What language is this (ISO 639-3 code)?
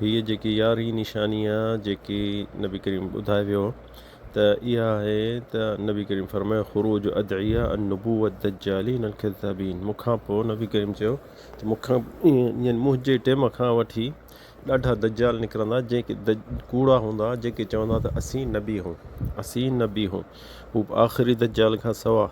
snd